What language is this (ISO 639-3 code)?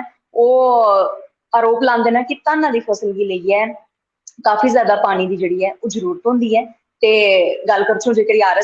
doi